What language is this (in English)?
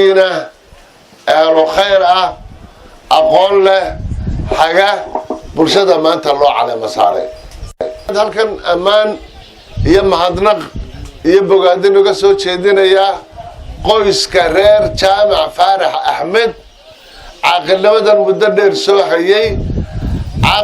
Somali